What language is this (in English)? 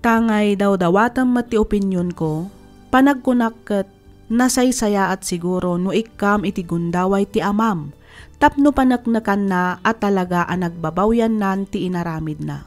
Iloko